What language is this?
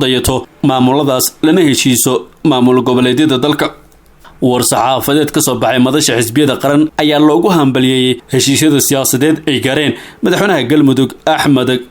Somali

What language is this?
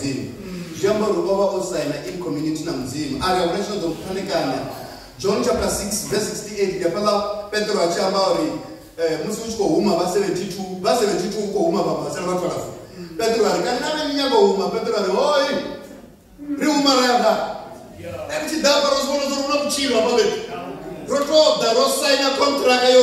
Venda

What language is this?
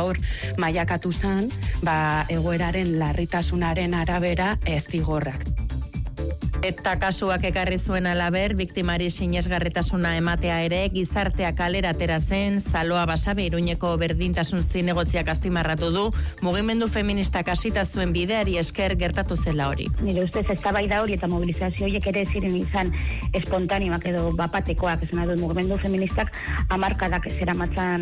Basque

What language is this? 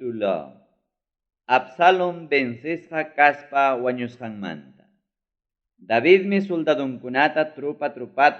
Ayacucho Quechua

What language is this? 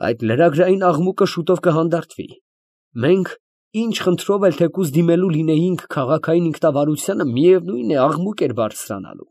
Armenian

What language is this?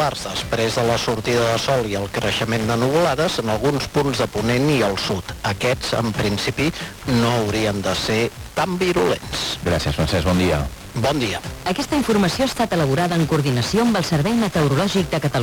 Catalan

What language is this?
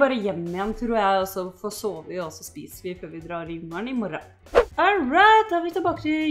Norwegian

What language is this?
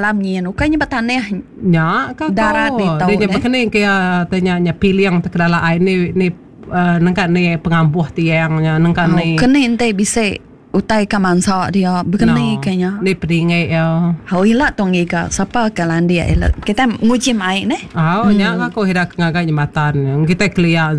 Iban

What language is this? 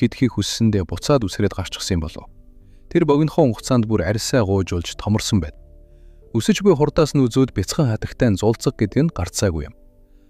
Mongolian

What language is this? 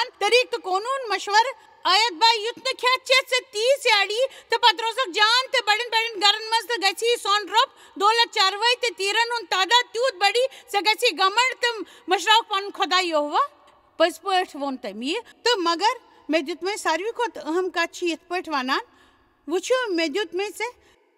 Kashmiri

